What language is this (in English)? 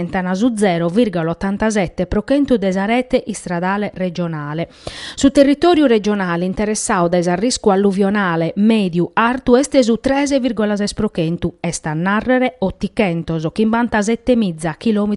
Sardinian